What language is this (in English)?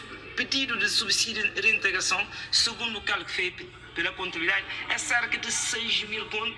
Kabuverdianu